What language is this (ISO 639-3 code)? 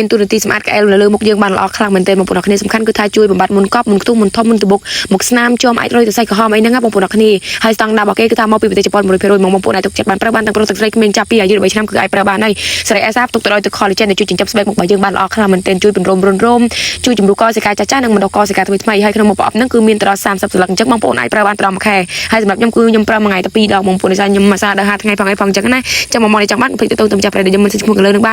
khm